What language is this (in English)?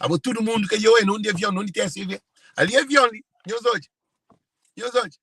Kabuverdianu